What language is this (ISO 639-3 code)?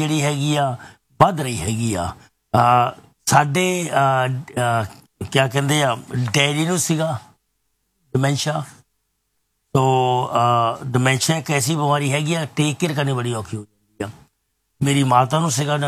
pan